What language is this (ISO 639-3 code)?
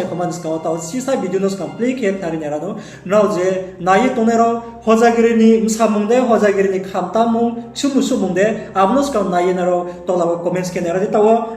ria